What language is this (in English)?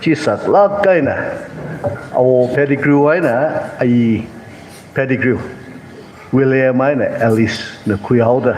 Tangkhul Naga (India)